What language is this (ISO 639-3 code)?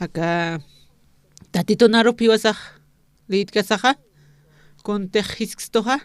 aym